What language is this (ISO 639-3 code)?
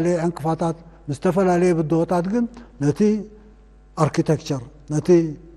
tir